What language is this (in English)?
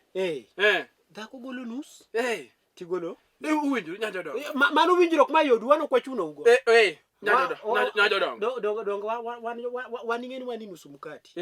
Luo (Kenya and Tanzania)